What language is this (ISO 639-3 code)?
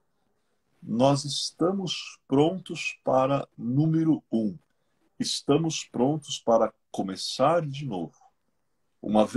por